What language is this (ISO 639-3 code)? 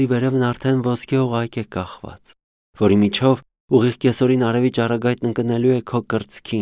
hye